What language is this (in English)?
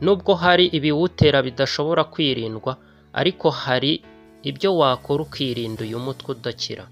Kinyarwanda